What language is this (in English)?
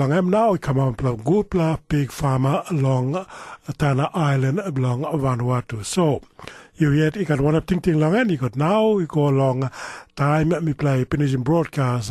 Tok Pisin